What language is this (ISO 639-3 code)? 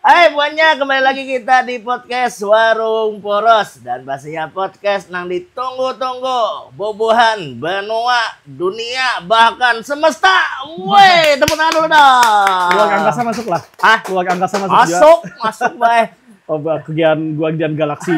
bjn